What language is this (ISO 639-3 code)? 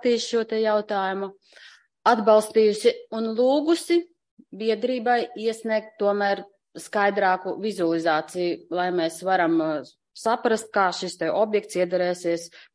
lav